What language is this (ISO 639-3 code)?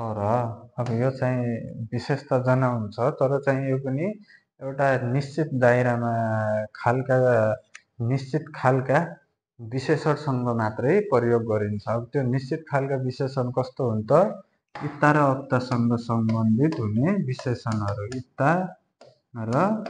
nep